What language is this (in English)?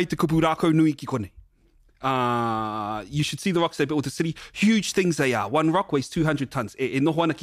Māori